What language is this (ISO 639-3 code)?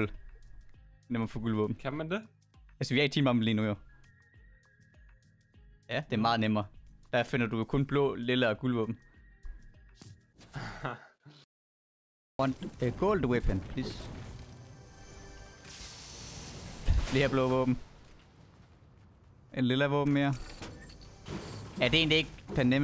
dan